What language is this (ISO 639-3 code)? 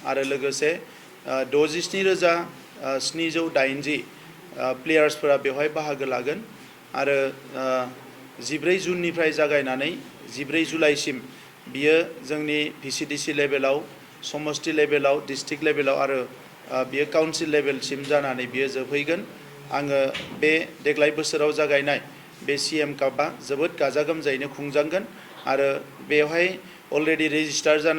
brx